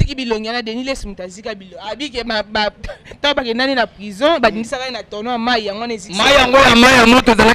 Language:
Lingala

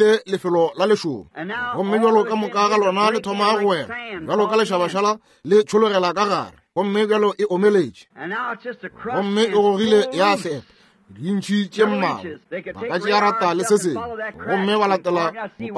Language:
Northern Sotho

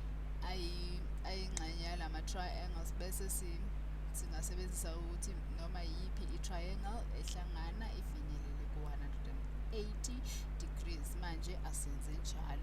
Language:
Zulu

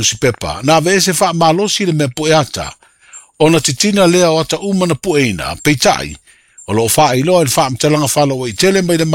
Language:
Samoan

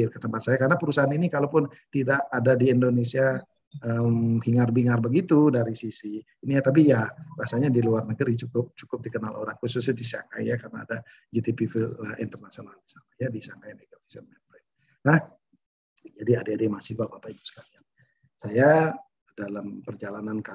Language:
Indonesian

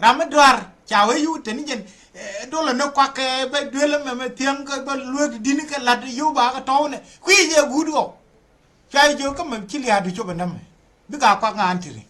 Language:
Nuer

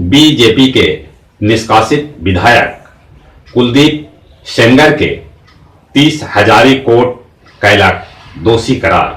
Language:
Magahi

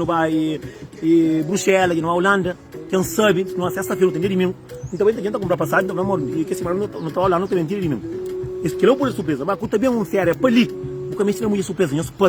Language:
Kabuverdianu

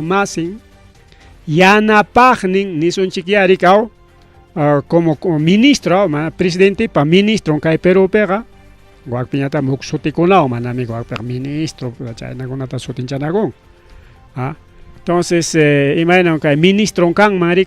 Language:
Ayacucho Quechua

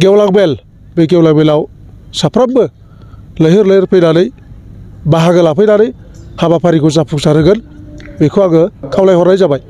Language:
Bodo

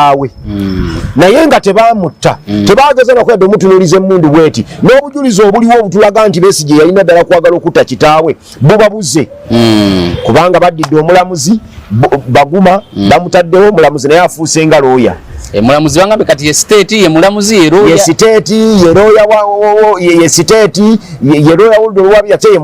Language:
Ganda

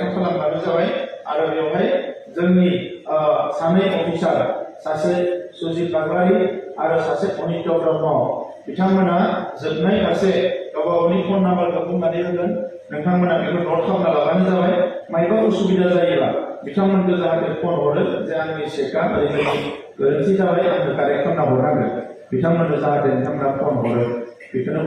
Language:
Bodo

